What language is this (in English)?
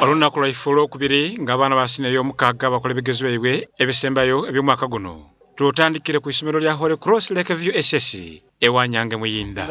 Soga